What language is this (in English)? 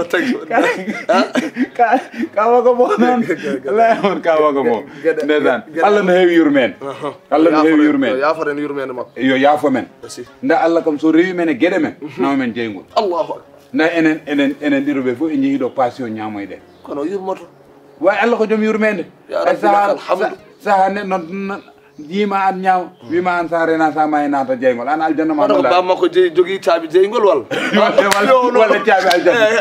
Fula